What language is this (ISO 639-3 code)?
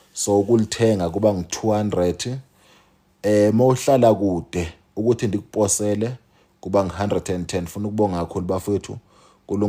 zul